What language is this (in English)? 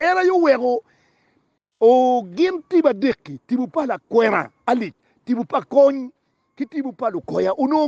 Acoli